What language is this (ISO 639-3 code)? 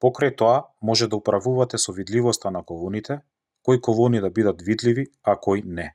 mkd